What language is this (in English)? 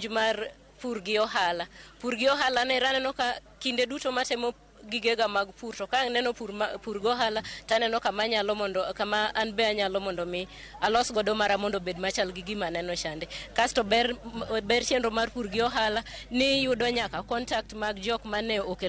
Luo (Kenya and Tanzania)